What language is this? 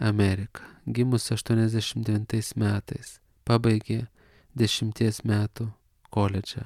Lithuanian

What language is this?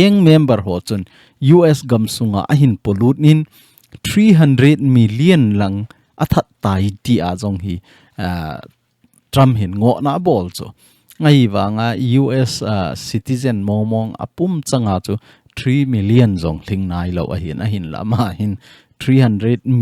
Thado Chin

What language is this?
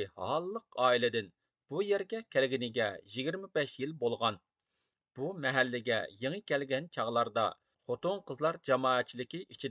Uyghur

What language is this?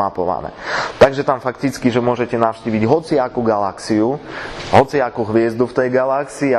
Slovak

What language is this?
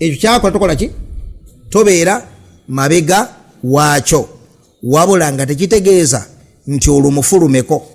Ganda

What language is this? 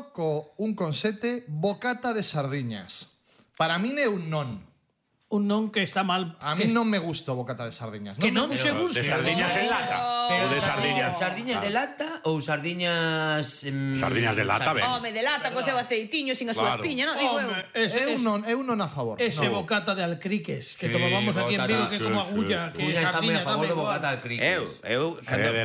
Galician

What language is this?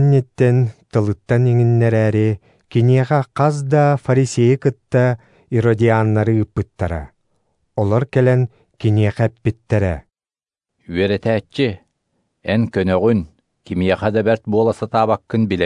Yakut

